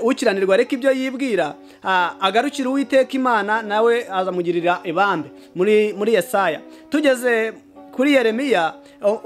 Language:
Kinyarwanda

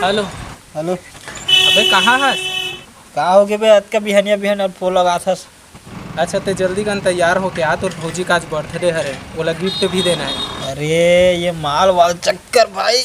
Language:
Chhattisgarhi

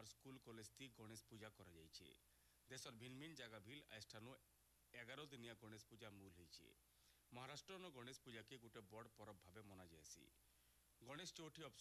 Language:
Odia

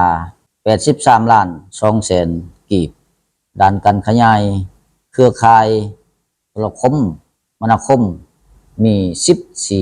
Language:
Lao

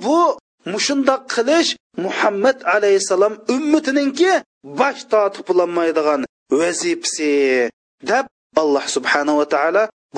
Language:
Uyghur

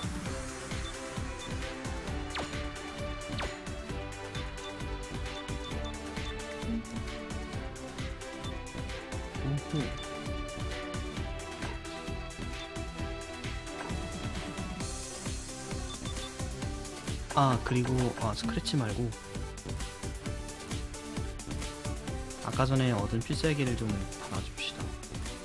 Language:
Korean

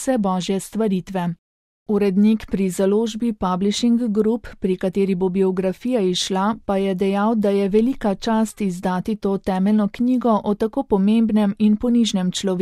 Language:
Slovenian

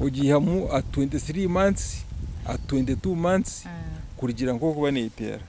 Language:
Nyankole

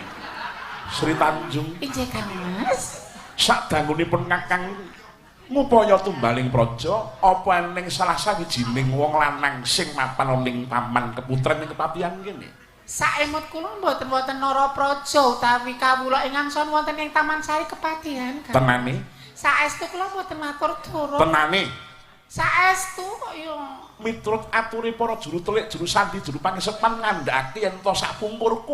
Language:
Javanese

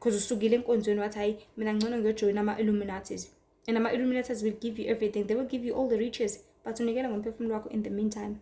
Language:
Zulu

